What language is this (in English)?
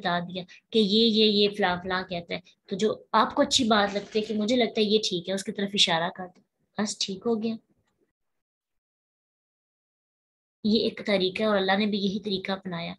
Urdu